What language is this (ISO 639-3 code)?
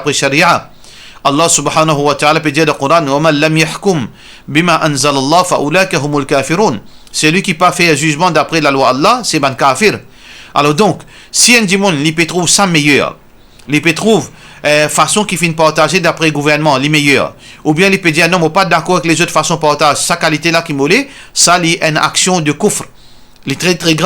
mfe